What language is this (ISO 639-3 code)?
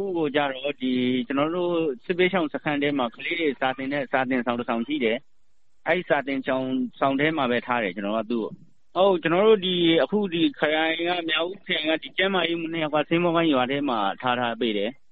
mya